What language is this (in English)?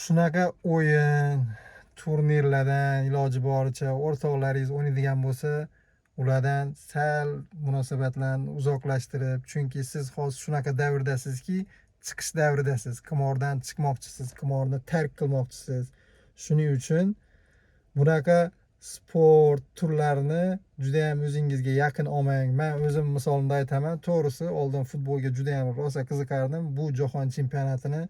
Uzbek